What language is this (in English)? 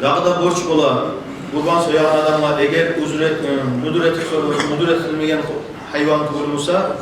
Kumyk